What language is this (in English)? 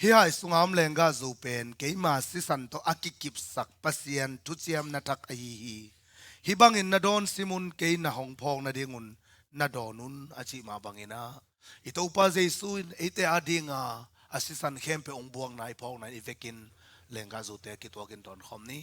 Tedim Chin